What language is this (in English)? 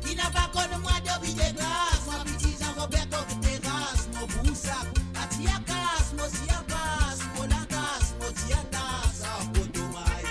Morisyen